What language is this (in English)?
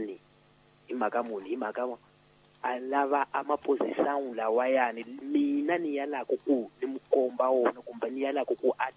Tsonga